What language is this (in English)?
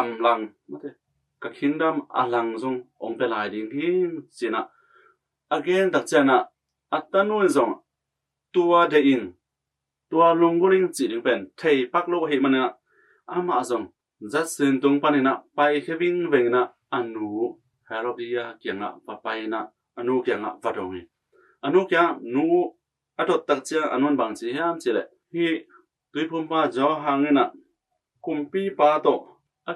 Tedim Chin